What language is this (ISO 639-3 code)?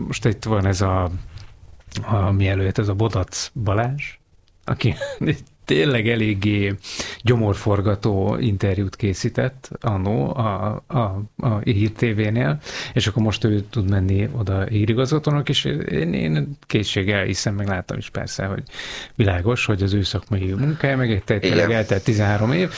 hun